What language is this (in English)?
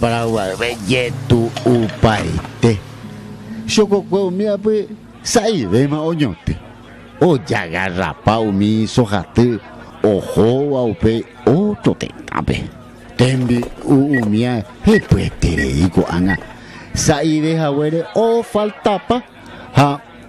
Guarani